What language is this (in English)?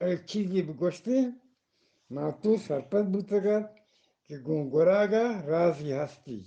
Eastern Balochi